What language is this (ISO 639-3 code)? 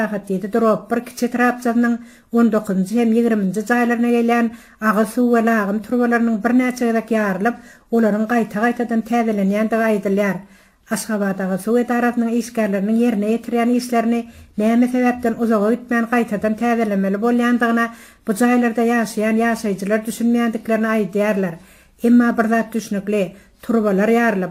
tuk